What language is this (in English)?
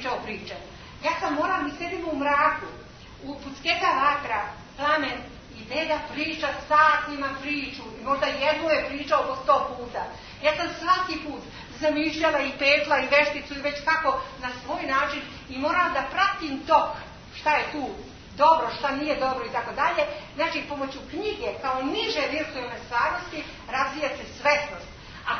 Serbian